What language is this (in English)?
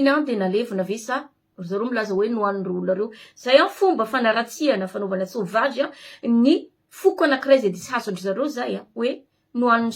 Malagasy